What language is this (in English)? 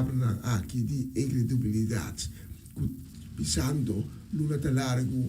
Papiamento